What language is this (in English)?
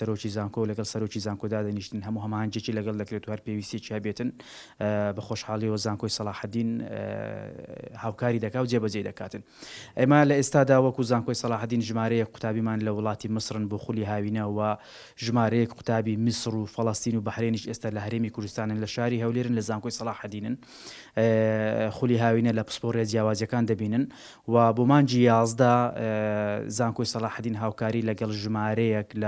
Central Kurdish